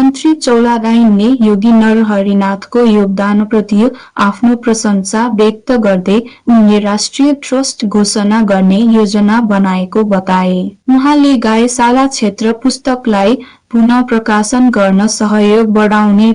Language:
Nepali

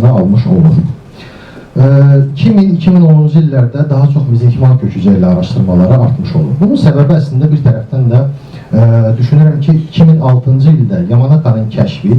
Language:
Azerbaijani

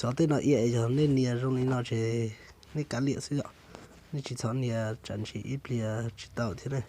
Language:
Hmong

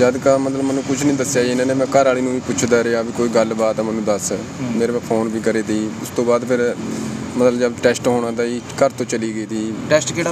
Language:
Punjabi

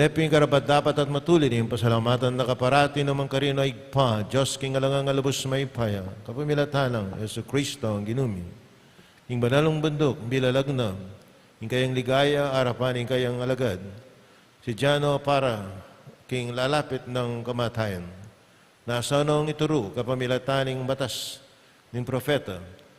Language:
Pampanga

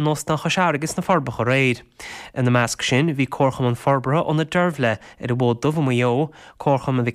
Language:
Irish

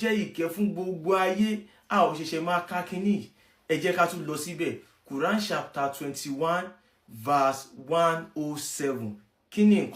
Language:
Yoruba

